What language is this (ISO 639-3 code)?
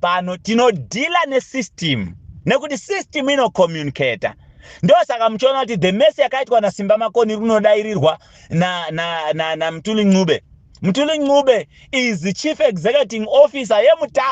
sna